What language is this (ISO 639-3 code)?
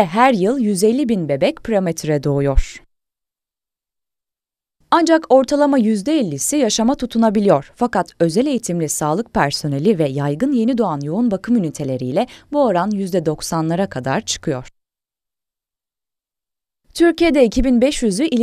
tur